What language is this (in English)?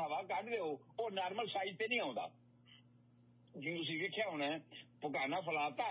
Punjabi